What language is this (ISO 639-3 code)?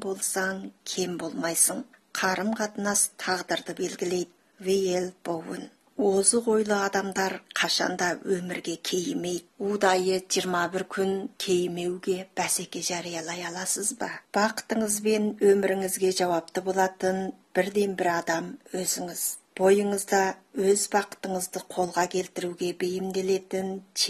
kaz